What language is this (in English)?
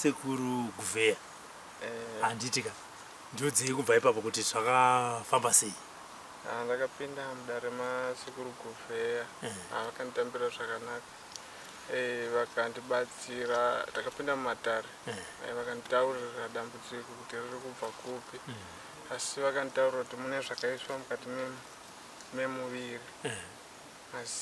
Shona